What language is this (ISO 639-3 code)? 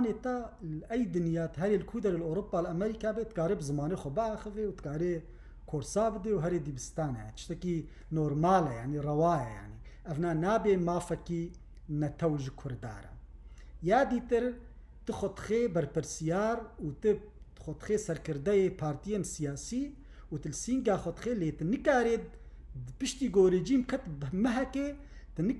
kur